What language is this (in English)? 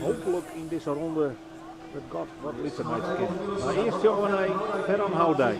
Western Frisian